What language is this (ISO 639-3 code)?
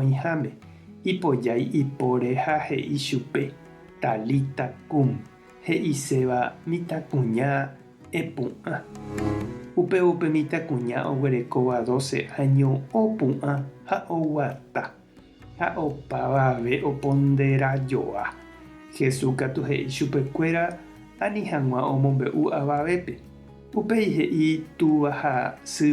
grn